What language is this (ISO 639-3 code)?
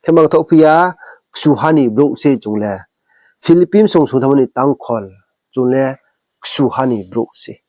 ria